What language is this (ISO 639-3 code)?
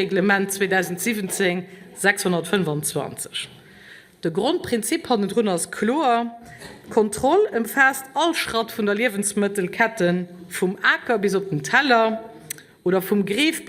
ltz